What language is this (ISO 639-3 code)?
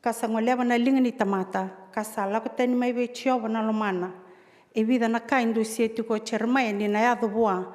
fij